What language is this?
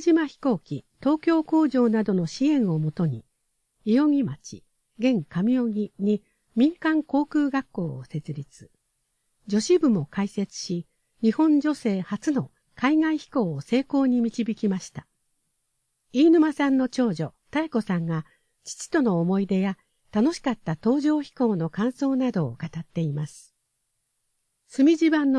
Japanese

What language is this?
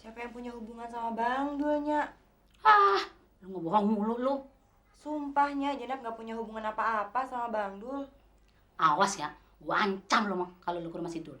Betawi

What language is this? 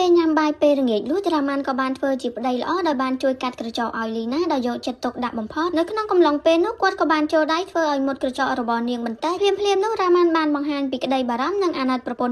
Khmer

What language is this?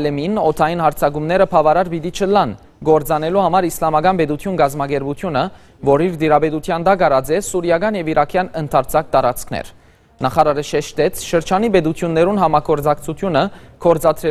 Western Armenian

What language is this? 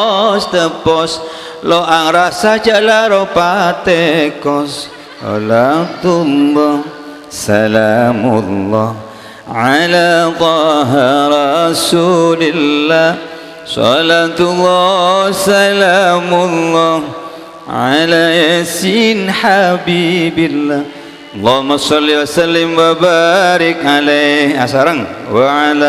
Madurese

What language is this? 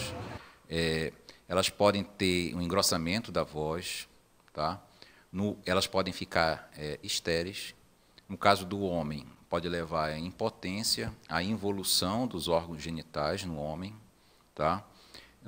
Portuguese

